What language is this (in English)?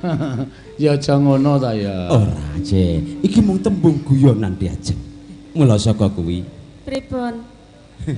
Javanese